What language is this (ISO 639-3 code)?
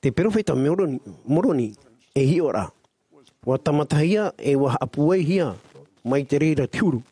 tah